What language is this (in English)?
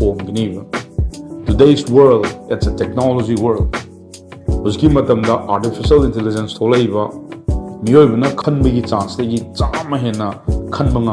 Manipuri